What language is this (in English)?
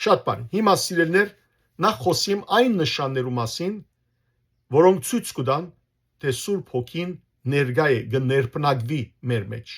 Western Armenian